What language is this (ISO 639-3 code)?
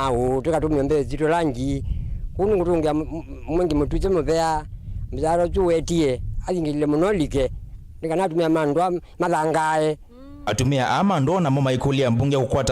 kam